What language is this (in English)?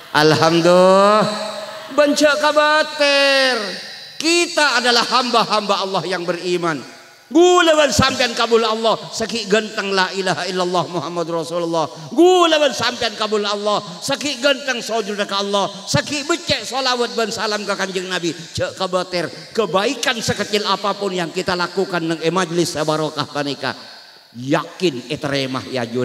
Madurese